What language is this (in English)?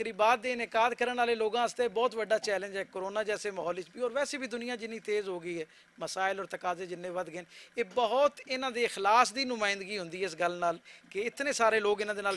Western Panjabi